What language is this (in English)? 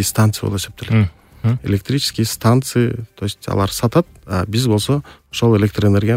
Kyrgyz